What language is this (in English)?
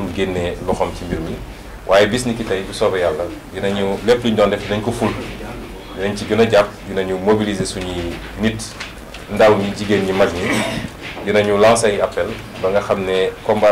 Wolof